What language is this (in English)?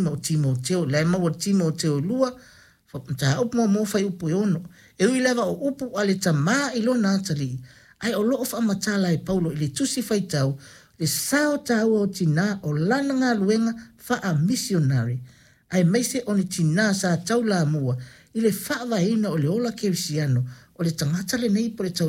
Samoan